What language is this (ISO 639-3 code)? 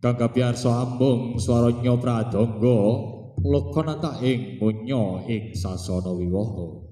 jav